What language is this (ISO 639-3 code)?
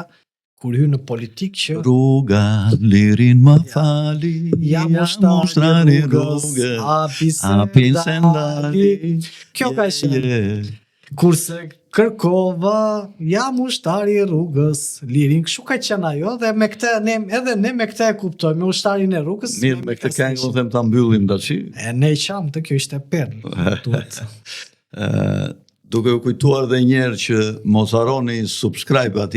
sqi